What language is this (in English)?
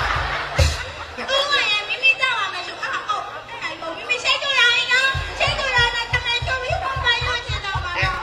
Burmese